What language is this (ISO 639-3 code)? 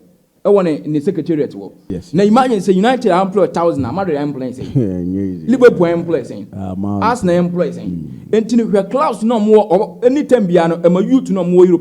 aka